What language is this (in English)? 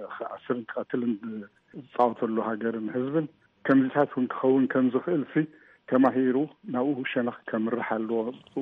Tigrinya